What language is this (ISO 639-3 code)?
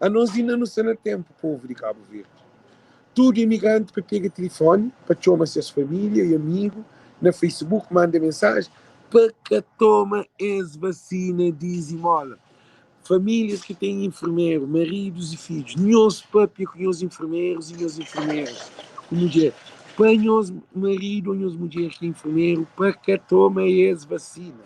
kea